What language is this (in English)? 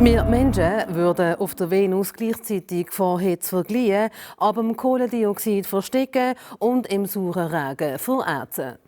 Swiss German